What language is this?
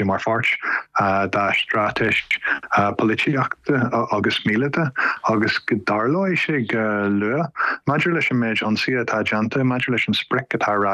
Irish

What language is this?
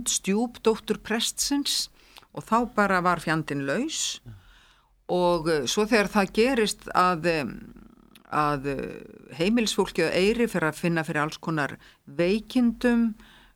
Icelandic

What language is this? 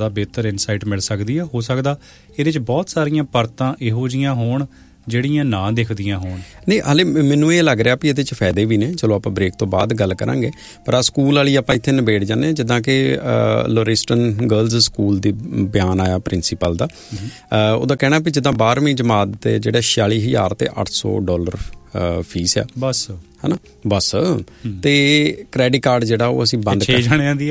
Punjabi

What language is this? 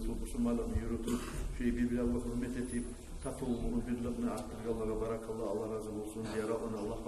Kumyk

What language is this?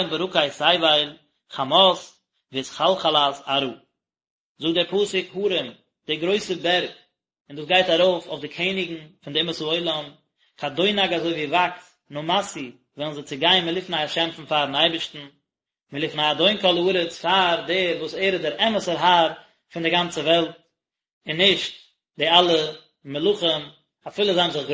Yiddish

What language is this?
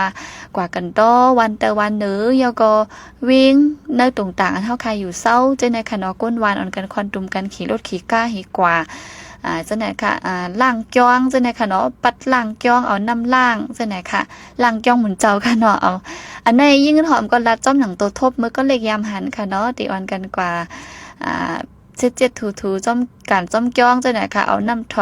Shan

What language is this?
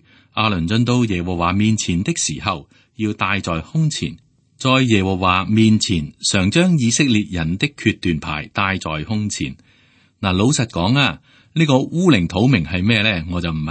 Cantonese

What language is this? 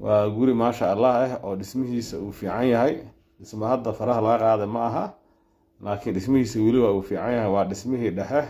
Somali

